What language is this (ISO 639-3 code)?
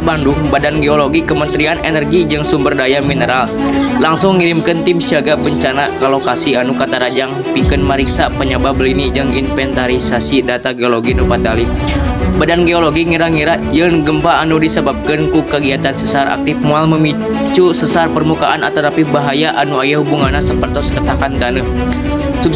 sun